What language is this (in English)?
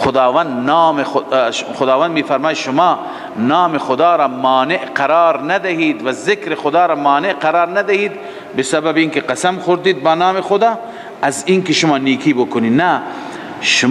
Persian